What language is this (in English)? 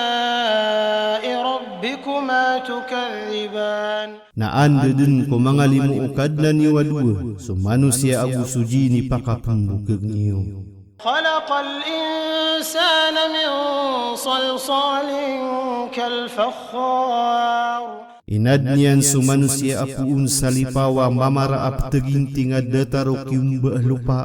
Maranao